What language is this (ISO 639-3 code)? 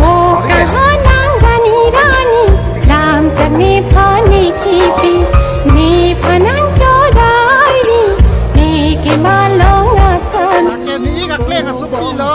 mjw